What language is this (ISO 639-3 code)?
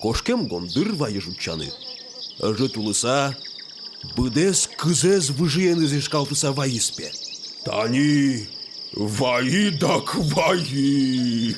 udm